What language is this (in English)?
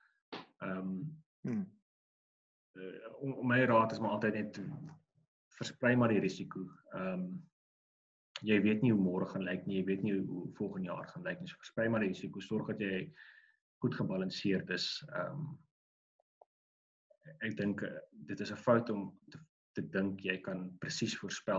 Afrikaans